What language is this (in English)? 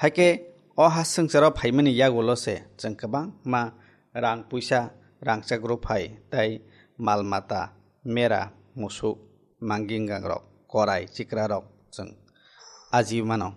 Kok Borok